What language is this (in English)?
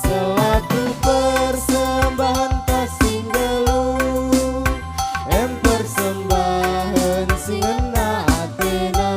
Batak Karo